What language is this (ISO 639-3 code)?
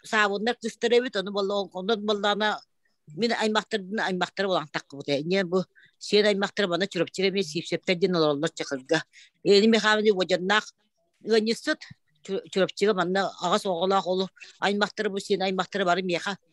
sah